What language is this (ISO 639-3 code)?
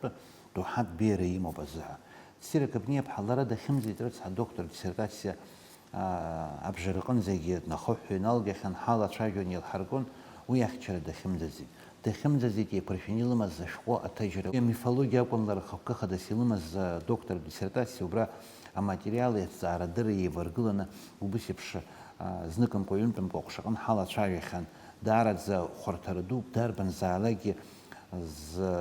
abk